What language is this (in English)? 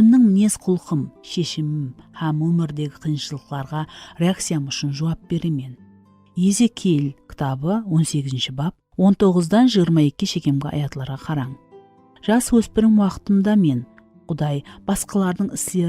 Kara-Kalpak